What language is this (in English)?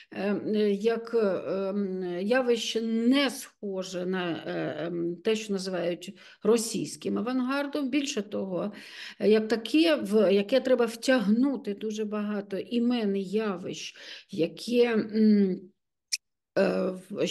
Ukrainian